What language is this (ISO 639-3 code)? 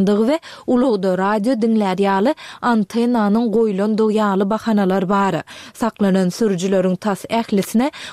tuk